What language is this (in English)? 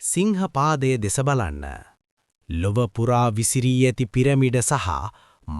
Sinhala